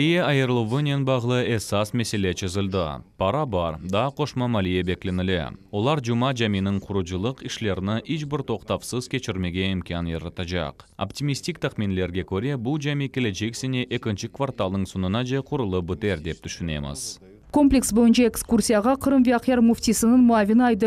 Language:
Crimean Tatar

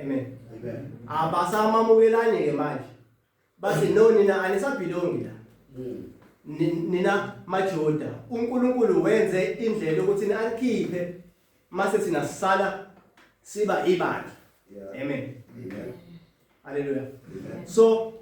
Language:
Zulu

